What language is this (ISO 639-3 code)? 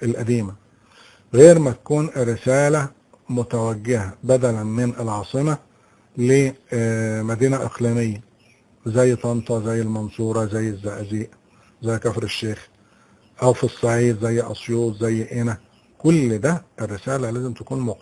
arz